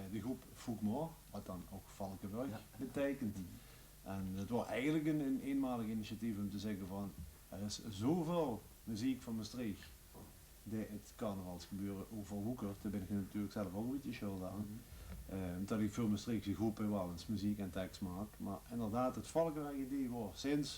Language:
Limburgish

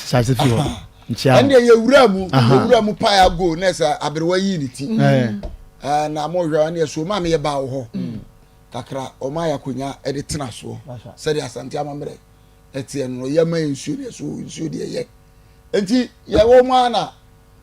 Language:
Akan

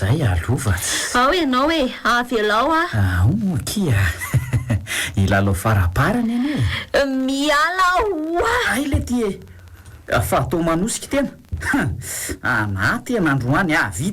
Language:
Malagasy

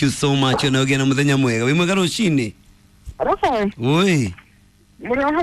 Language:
Kikuyu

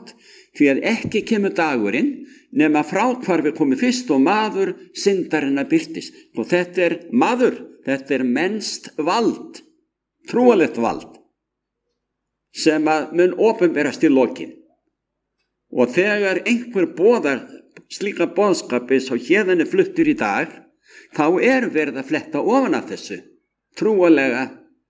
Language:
Icelandic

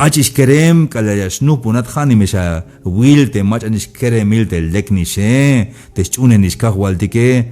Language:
Tzeltal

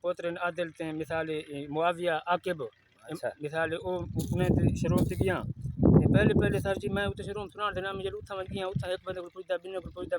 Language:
Saraiki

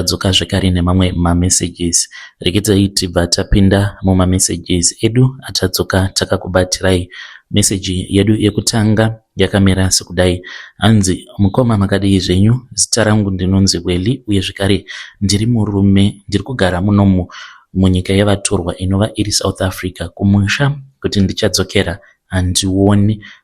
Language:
Shona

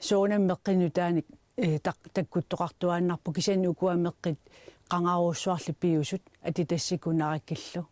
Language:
Kalaallisut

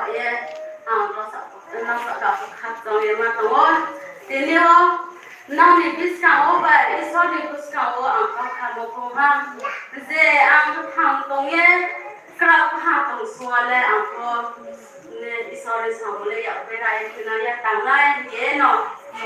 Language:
Riang (India)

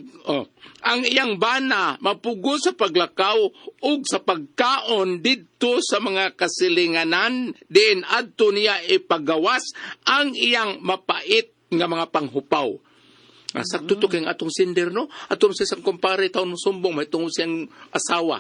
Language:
Cebuano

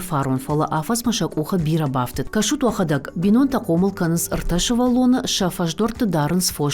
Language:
Ossetic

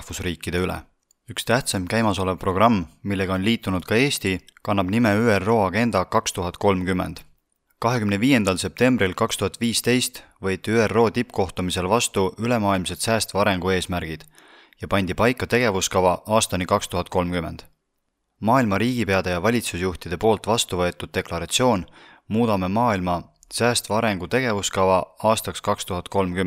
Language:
Estonian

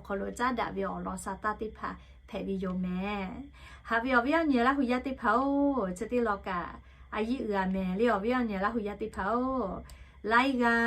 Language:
Lahu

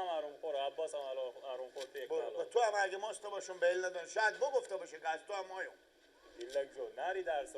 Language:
Persian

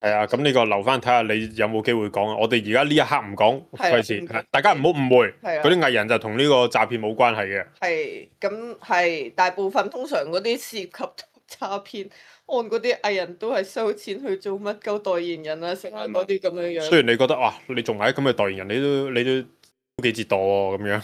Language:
Cantonese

